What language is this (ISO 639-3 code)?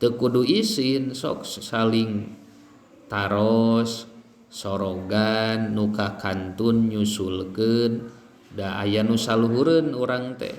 sun